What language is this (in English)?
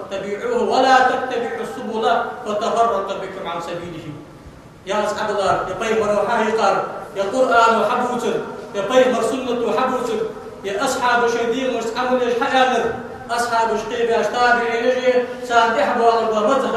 Ingush